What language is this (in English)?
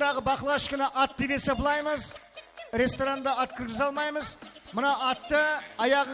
Kara-Kalpak